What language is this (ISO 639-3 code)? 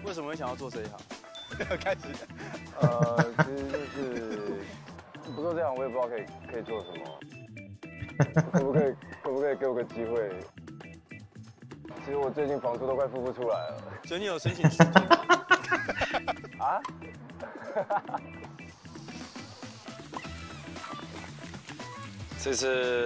zho